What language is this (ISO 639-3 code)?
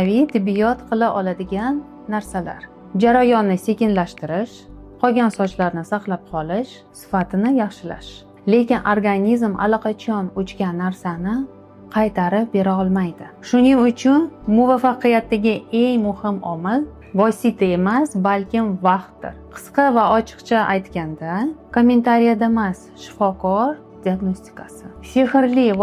uzb